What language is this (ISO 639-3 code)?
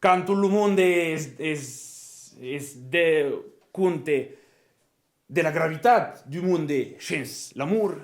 oci